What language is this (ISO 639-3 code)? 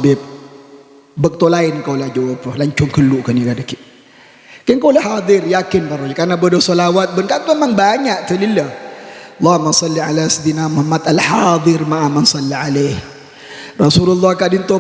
mad